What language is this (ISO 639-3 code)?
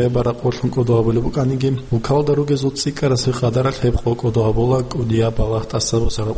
ava